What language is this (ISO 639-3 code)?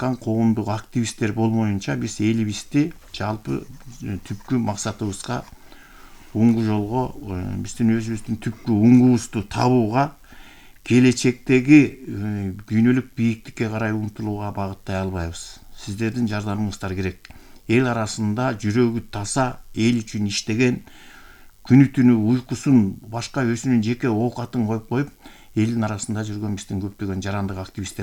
kir